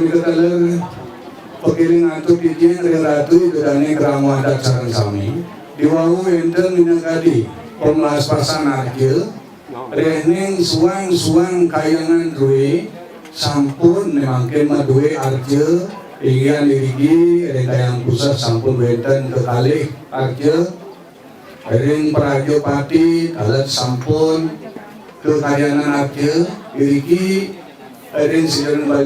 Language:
Balinese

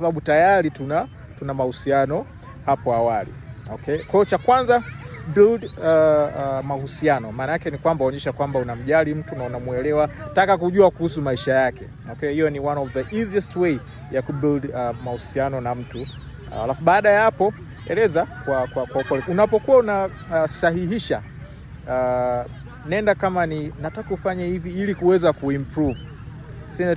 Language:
Swahili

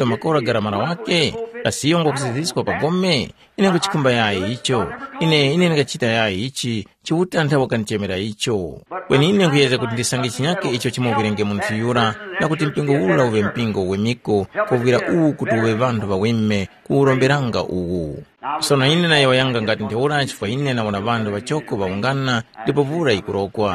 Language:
Tumbuka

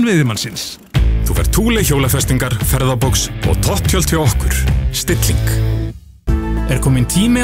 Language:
Icelandic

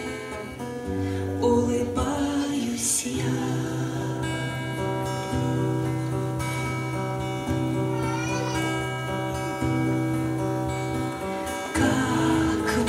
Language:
Russian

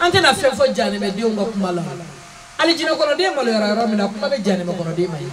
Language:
Bambara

